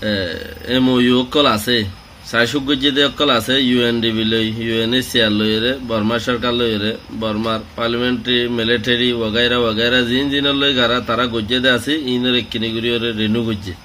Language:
Rohingya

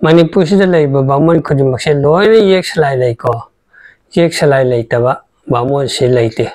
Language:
Manipuri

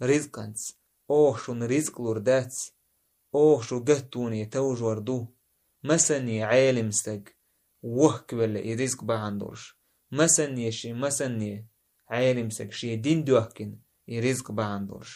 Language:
Chechen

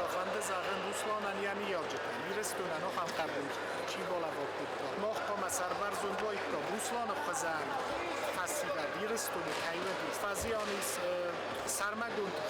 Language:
Ossetic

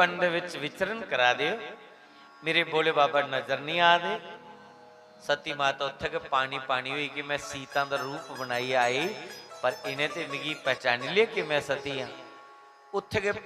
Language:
Dogri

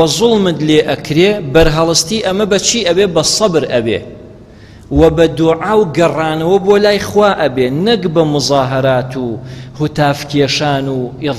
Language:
Central Kurdish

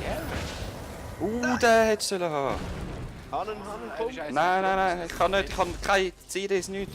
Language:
Swiss German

